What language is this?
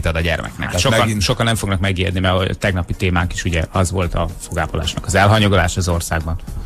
Hungarian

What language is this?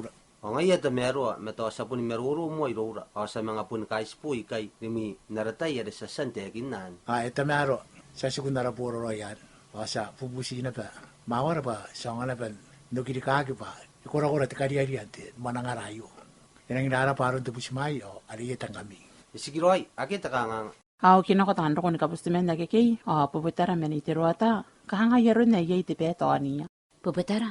Gilbertese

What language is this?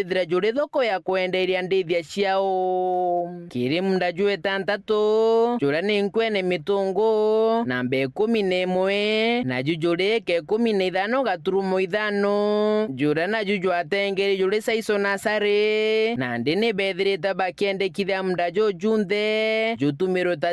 Meru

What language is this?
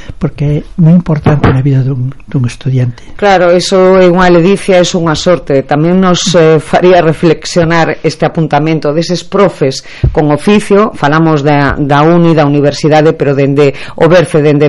Galician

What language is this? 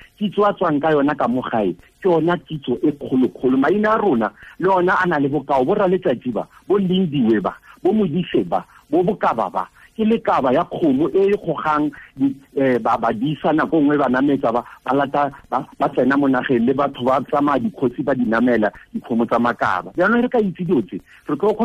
Tswana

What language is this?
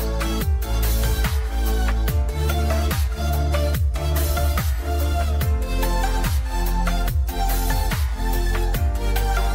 Kazakh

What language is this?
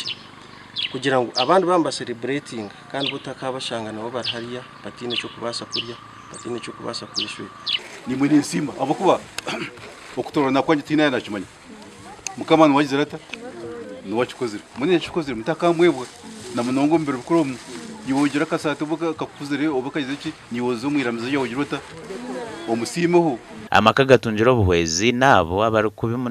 Nyankole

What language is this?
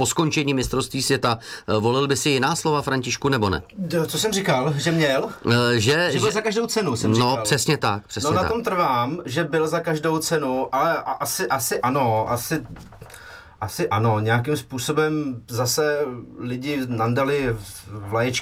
Czech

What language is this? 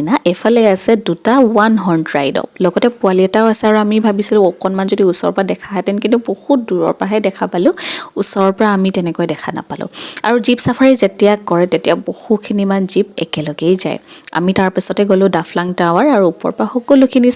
Assamese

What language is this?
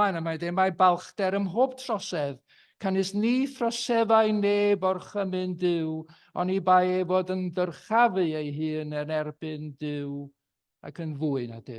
Welsh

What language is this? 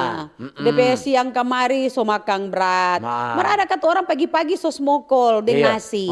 Manado Malay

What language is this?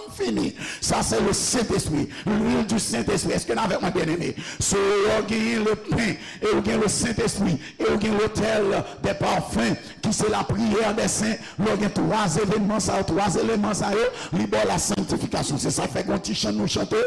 Haitian Creole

